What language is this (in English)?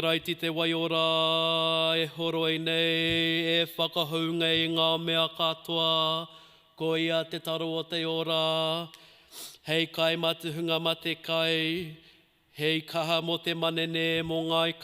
Māori